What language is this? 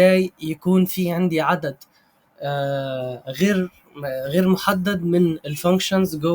Egyptian Arabic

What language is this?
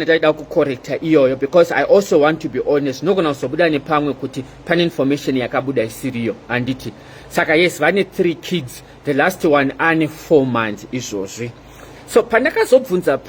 Shona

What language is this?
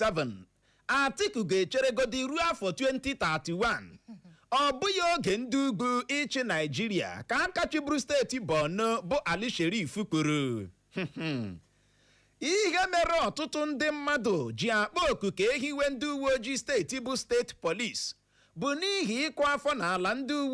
Igbo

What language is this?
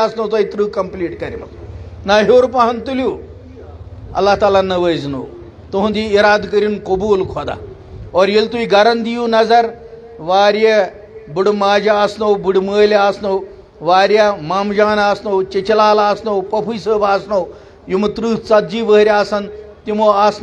Kashmiri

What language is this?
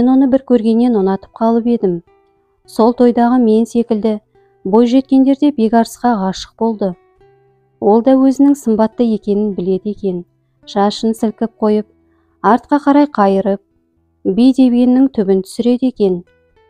Kazakh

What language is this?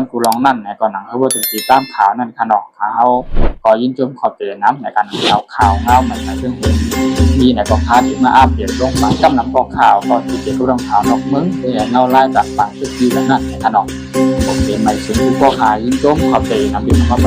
Shan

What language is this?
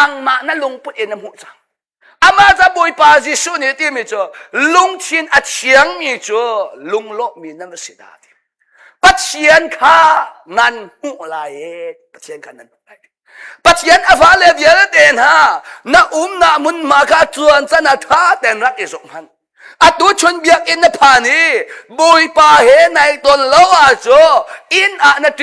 Hakha Chin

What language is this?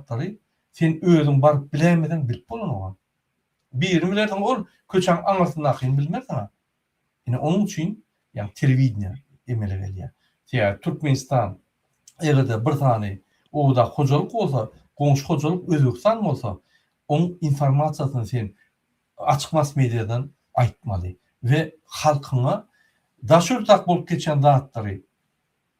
Turkmen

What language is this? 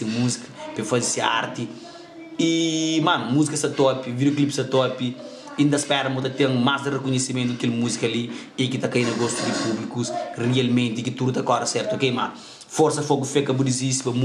Kabuverdianu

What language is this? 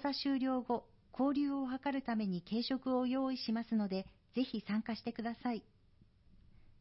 Japanese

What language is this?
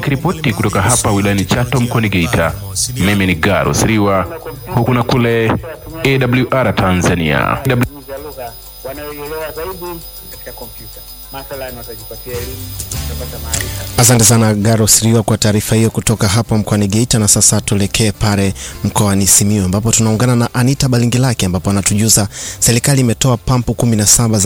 Swahili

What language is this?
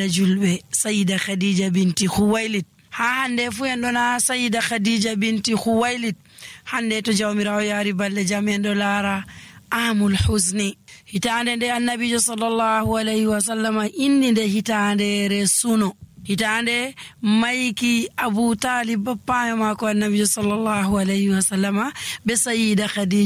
Nigerian Fulfulde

